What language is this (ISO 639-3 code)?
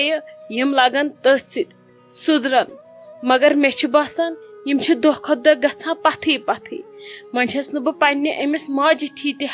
kas